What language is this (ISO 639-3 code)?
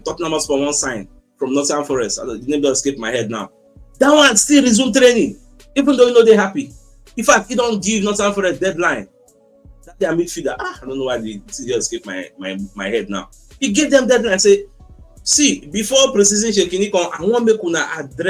pcm